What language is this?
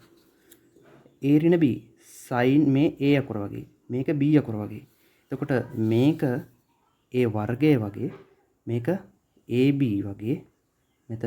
Sinhala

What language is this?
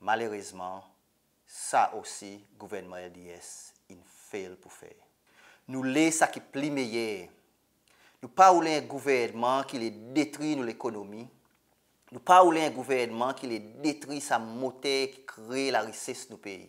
Seselwa Creole French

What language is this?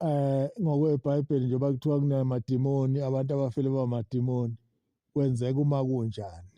Zulu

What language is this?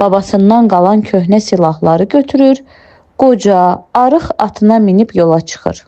Azerbaijani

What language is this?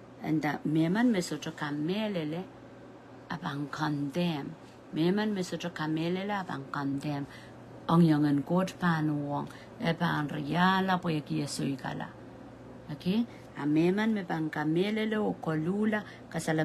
Pohnpeian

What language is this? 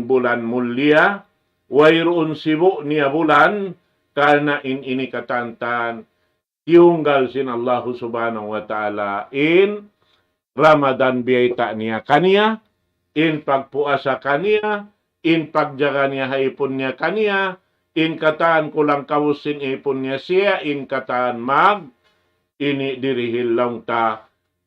Tausug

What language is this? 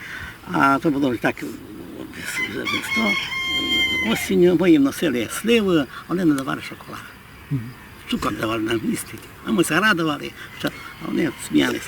Rusyn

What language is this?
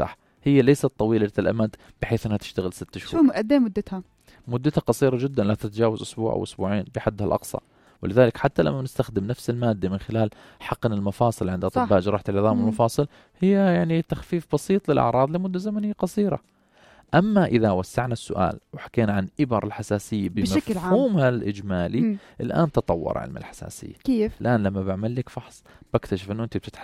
North Levantine Arabic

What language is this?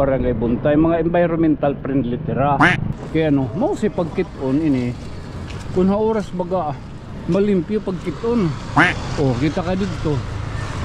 Waray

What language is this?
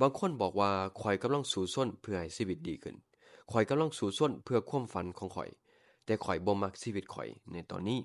Lao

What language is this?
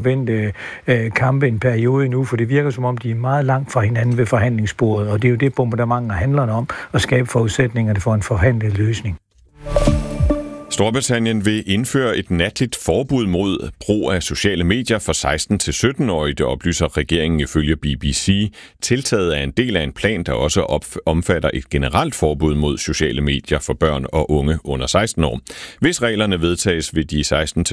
Danish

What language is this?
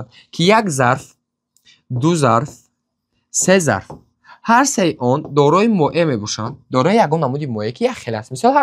Tajik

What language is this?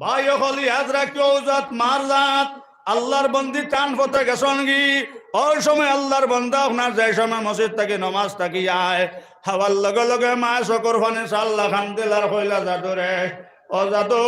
Sylheti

